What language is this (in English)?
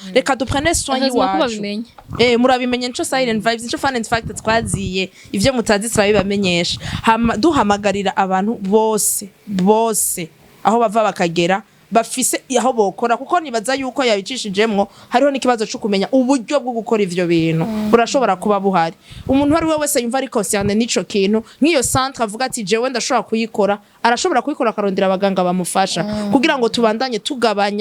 Rundi